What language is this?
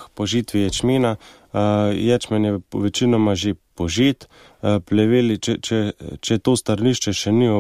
Slovenian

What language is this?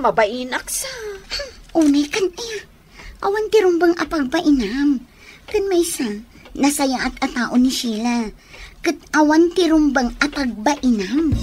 Iloko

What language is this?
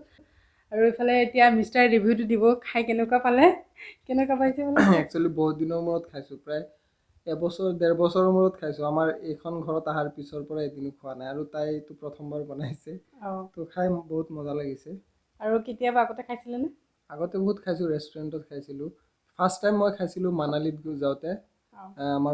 Assamese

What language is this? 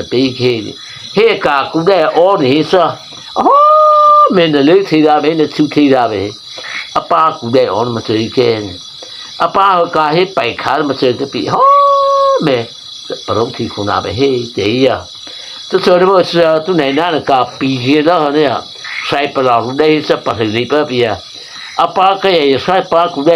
Mara Chin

